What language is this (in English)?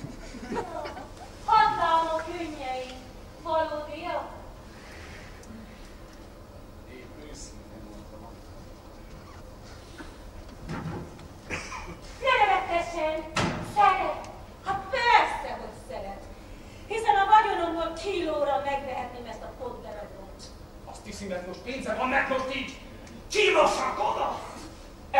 Hungarian